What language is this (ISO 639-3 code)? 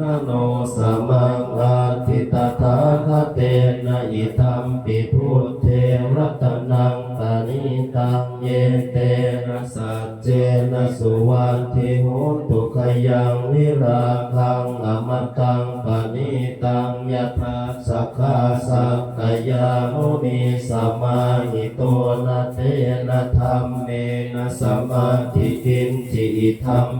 pli